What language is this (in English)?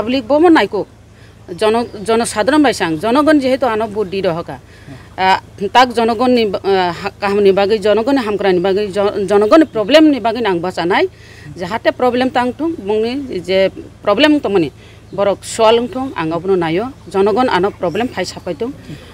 Kok Borok